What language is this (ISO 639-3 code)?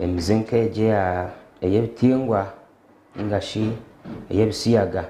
nyn